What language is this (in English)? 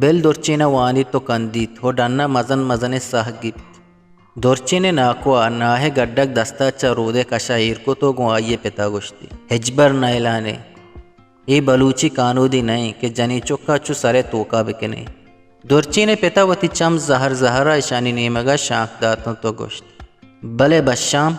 Eastern Balochi